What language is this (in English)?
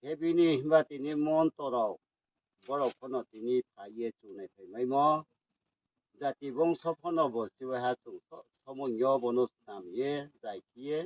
Riang (India)